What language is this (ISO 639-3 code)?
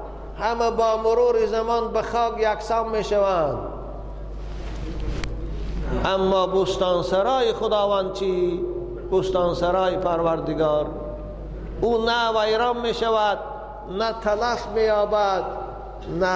fas